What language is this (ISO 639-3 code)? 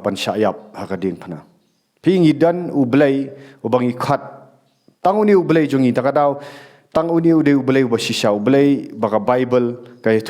kha